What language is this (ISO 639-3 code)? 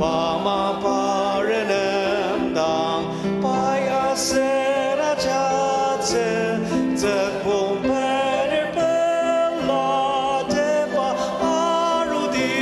njo